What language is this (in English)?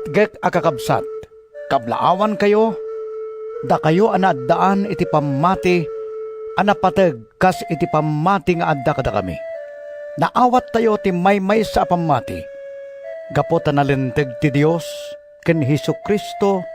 Iloko